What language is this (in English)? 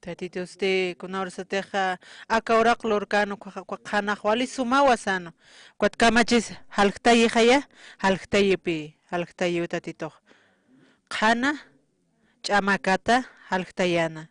Aymara